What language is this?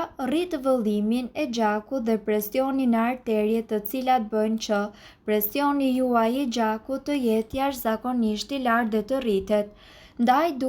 Albanian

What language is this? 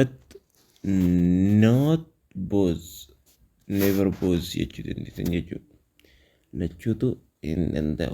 Oromo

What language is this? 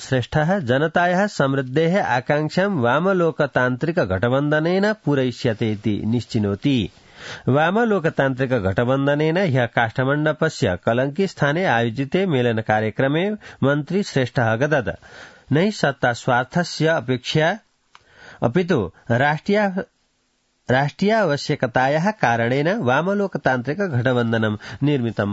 Sanskrit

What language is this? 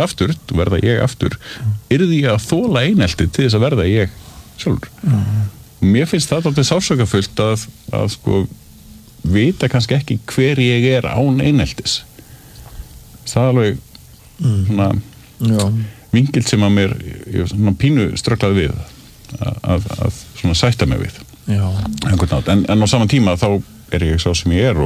Icelandic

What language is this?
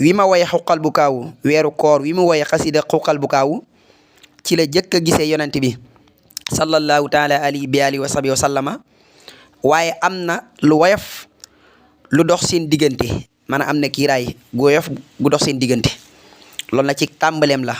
Wolof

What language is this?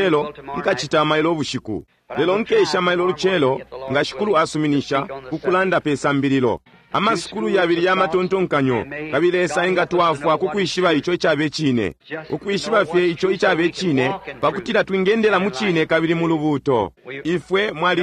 Bemba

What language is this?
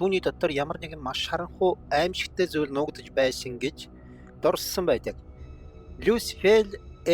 Mongolian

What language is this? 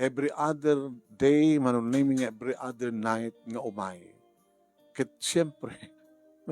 Iloko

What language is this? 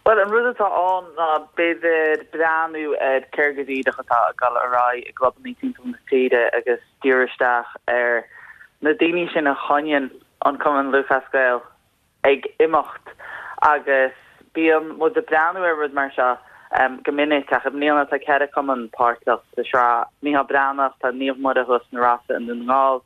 Irish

